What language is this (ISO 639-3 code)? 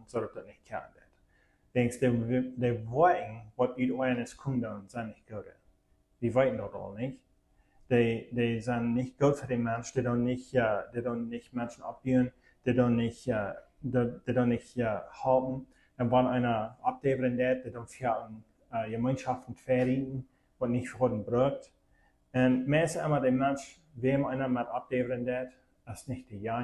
pdt